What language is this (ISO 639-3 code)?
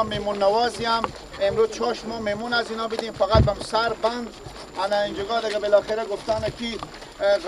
fas